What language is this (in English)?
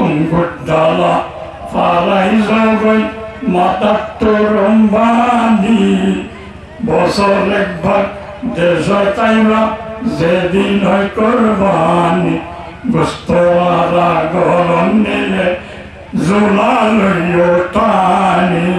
Rohingya